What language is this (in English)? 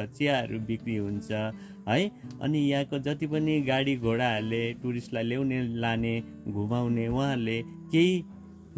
Nepali